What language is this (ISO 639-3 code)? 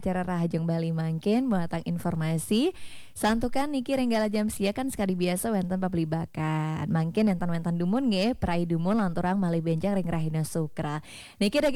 ban